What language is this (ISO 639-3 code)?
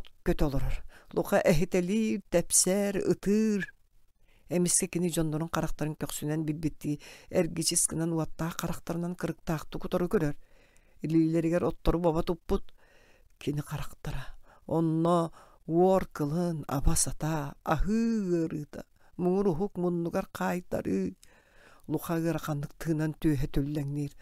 sah